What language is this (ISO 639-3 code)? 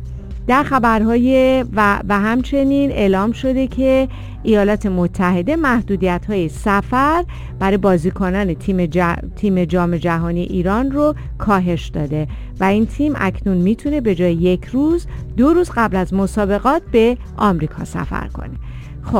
fas